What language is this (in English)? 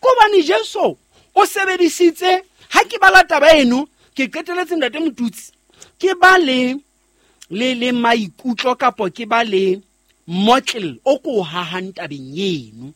Southern Sotho